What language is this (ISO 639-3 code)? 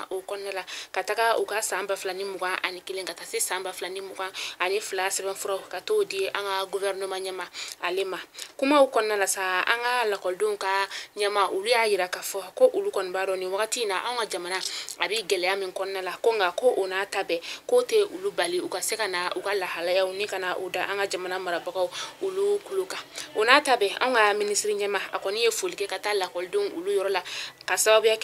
bam